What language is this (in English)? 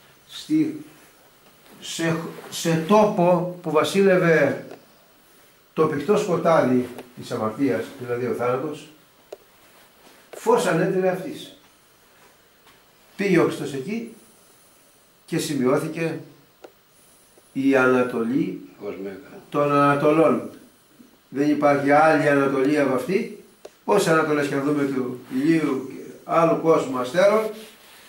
Greek